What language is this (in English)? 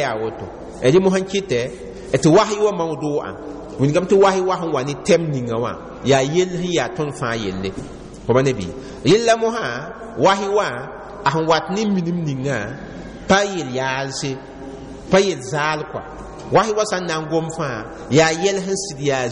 Mossi